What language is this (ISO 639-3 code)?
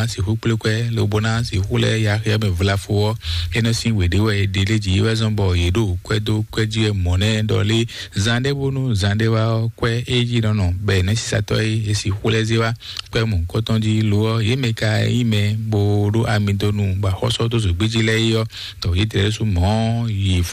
fon